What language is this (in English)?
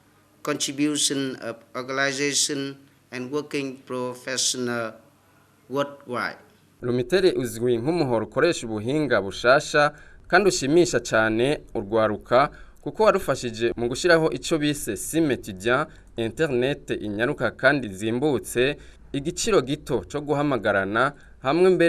Rundi